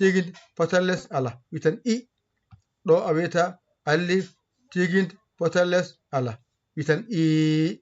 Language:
Fula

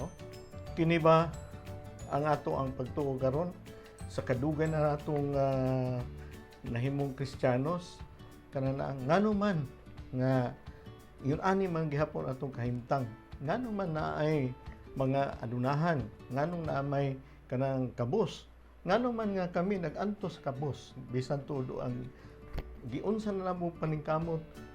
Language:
Cebuano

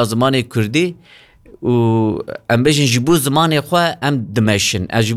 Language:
Kurdish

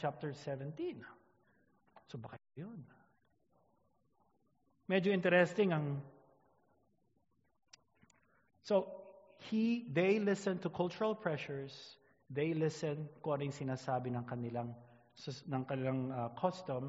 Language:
Filipino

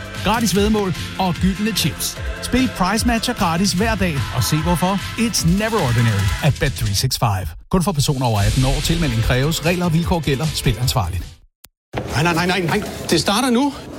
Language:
Danish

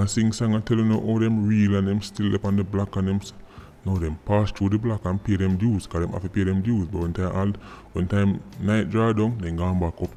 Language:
Jamaican Creole English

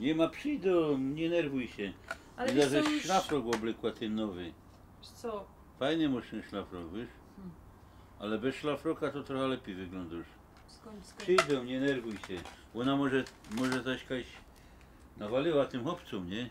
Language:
Silesian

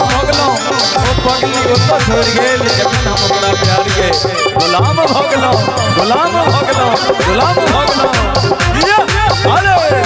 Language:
Maithili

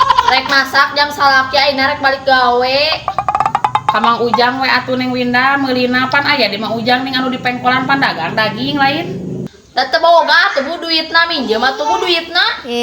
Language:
Sundanese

